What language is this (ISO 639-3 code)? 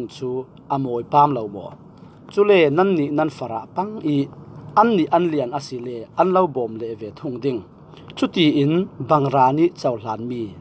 cfm